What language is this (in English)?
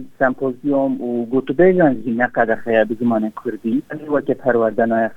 Kurdish